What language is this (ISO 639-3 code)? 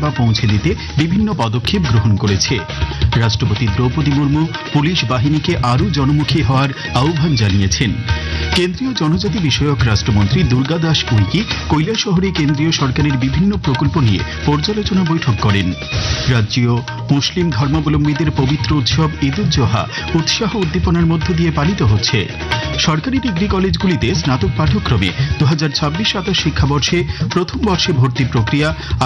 ben